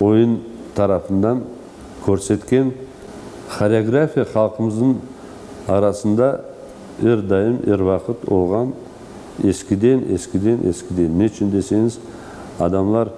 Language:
Crimean Tatar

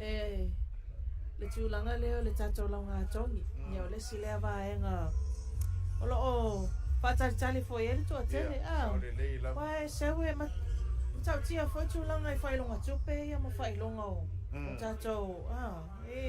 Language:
Samoan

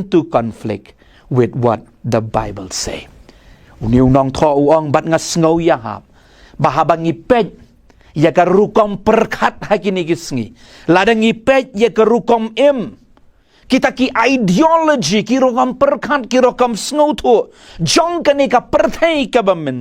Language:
Khasi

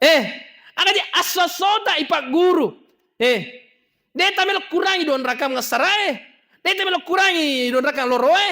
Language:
Buginese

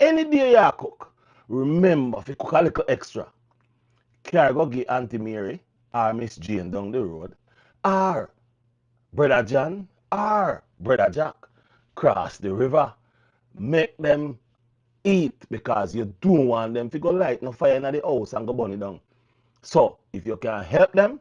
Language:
Jamaican Creole English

